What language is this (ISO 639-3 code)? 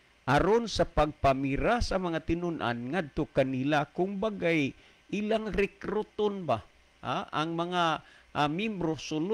ceb